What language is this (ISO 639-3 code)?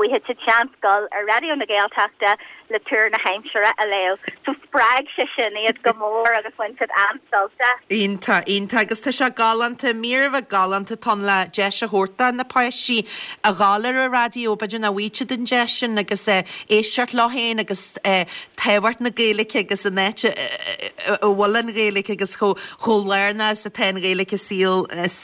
gle